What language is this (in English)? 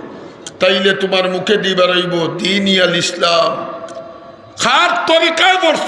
Sylheti